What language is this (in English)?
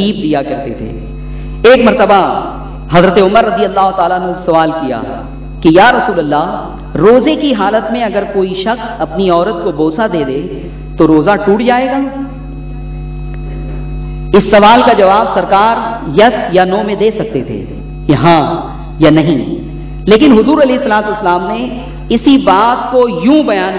Urdu